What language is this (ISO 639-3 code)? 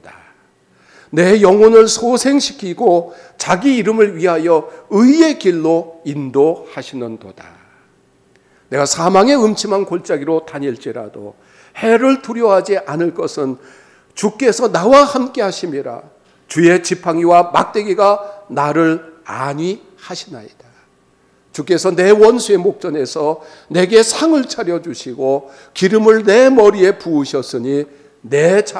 kor